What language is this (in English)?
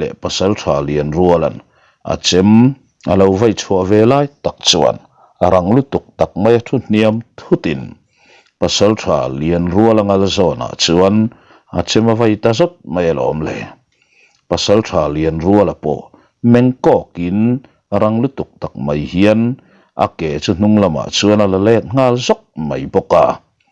Mizo